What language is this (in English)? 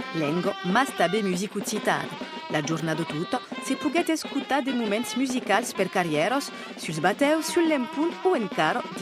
Occitan